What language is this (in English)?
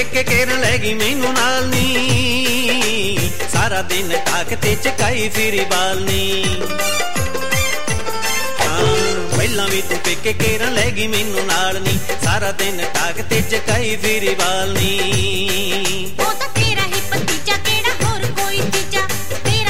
Punjabi